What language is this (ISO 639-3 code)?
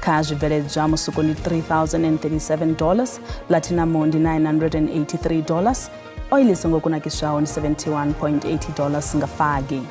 ven